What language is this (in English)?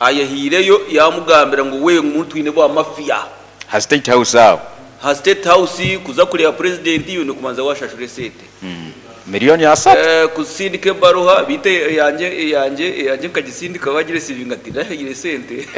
Nyankole